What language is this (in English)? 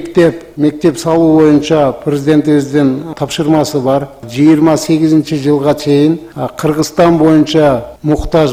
Kyrgyz